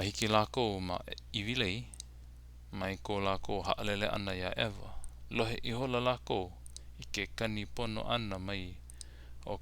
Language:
Hawaiian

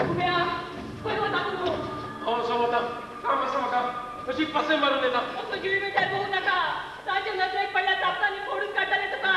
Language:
Konkani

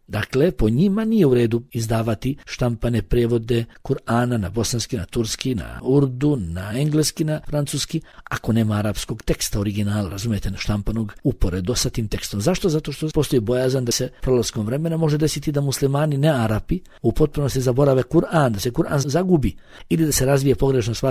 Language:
Bosnian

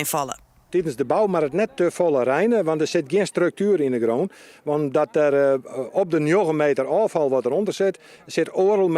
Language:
Western Frisian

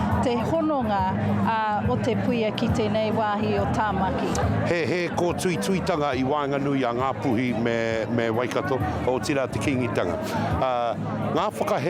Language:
Māori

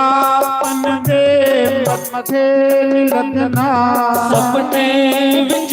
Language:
Dogri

